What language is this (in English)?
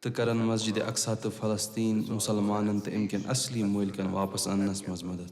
Kashmiri